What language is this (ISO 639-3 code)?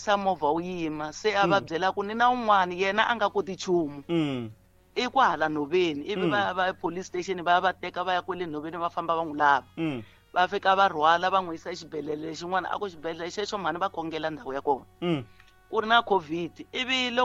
tso